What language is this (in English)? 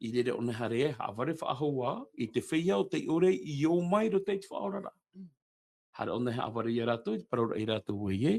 Tahitian